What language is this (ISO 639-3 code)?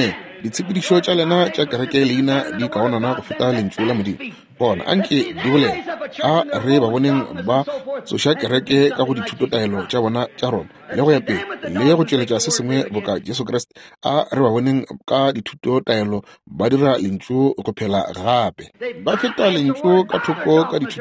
nso